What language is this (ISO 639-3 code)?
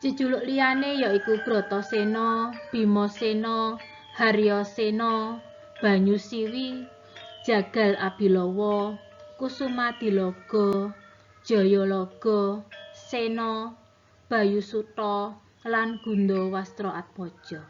jav